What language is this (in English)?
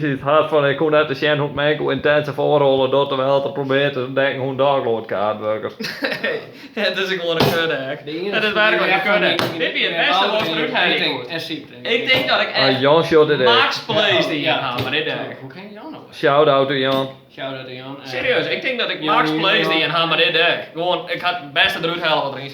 Western Frisian